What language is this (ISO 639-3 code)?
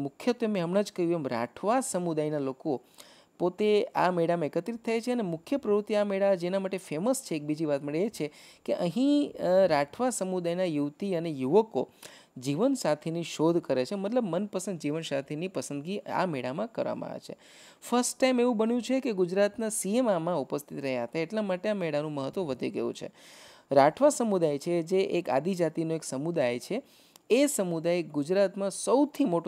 guj